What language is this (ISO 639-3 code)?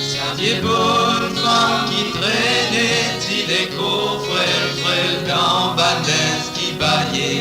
mfe